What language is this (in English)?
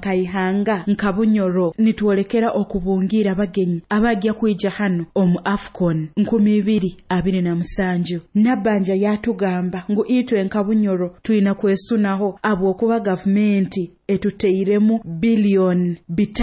Nyoro